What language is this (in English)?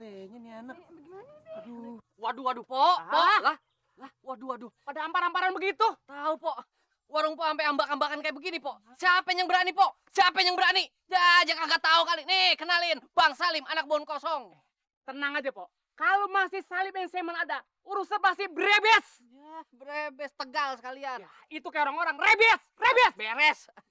Betawi